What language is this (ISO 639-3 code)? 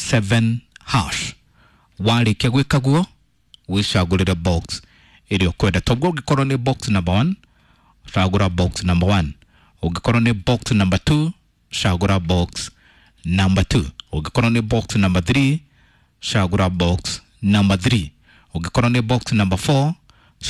kik